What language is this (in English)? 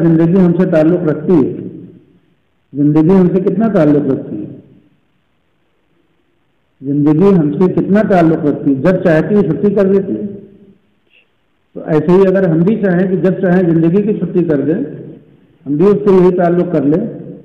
Urdu